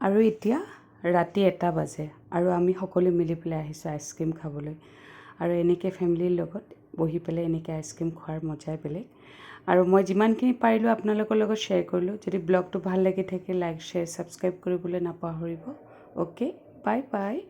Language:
Assamese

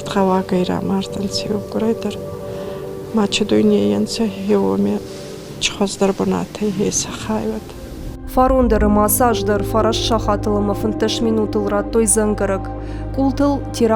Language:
Ossetic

